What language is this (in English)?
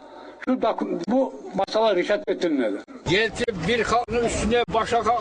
Kumyk